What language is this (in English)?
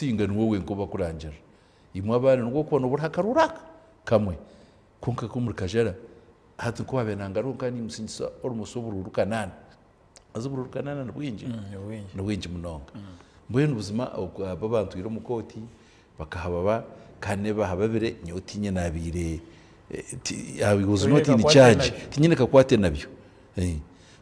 Nyankole